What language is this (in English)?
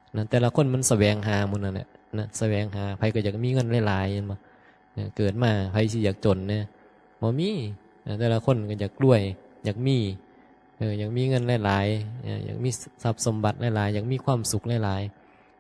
Northeastern Thai